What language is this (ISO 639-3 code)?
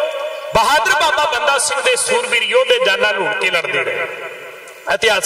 pan